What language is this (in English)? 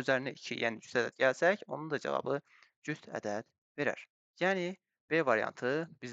Azerbaijani